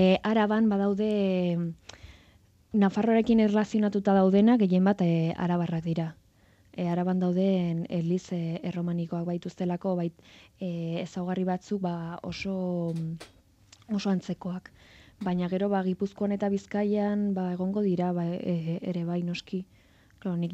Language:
Basque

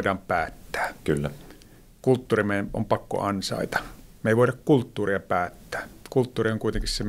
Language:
Finnish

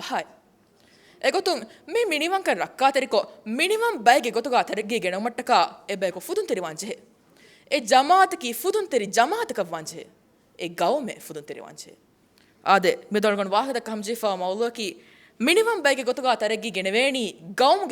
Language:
Divehi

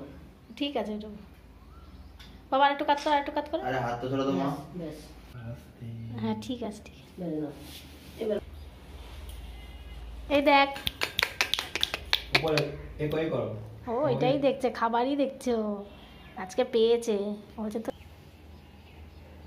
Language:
Bangla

